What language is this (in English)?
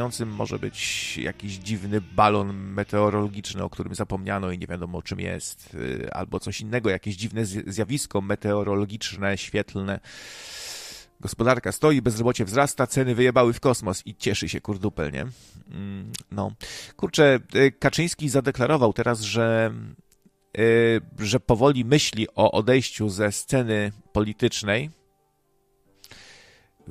Polish